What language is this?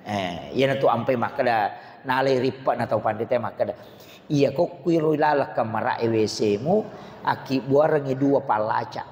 Buginese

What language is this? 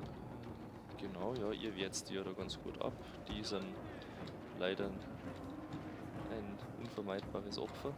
Bavarian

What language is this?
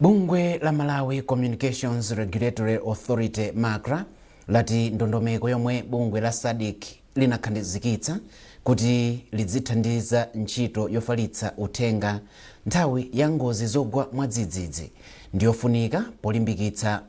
Nyanja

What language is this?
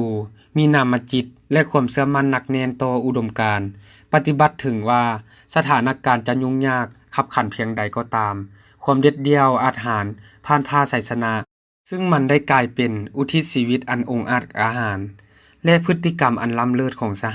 Lao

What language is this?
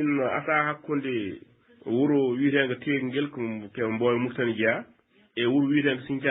Fula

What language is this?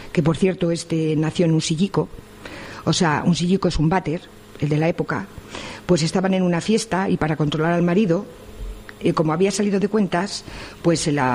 Spanish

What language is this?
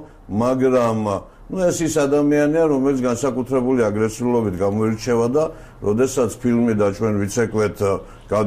Georgian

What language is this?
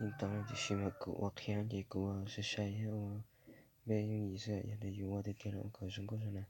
Hmong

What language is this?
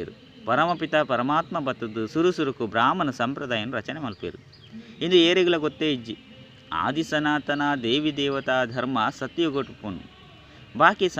Tulu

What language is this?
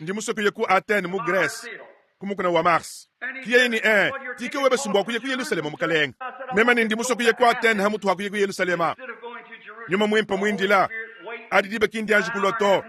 Luba-Lulua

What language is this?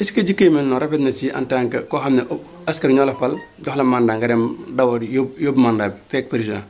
Wolof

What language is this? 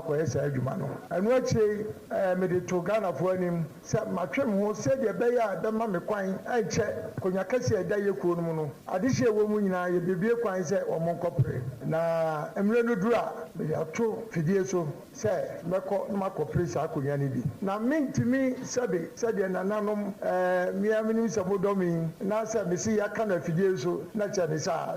Akan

